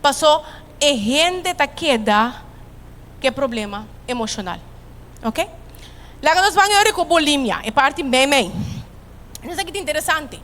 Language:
Papiamento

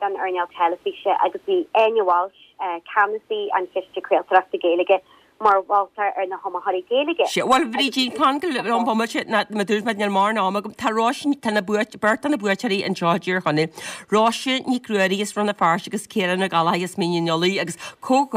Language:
Irish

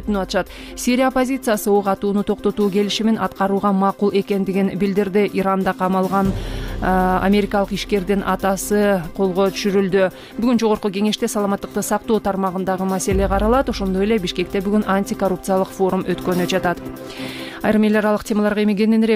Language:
Kyrgyz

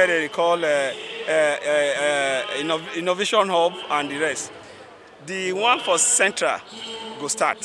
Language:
Nigerian Pidgin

